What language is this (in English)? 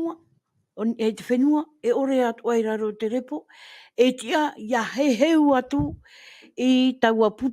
Tahitian